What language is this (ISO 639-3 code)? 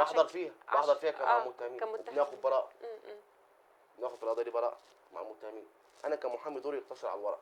arz